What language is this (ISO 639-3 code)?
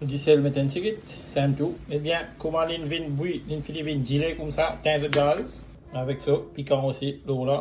mfe